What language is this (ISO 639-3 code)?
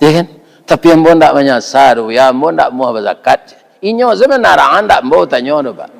min